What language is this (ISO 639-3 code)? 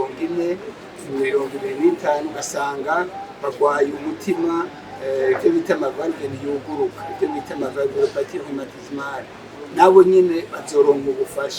run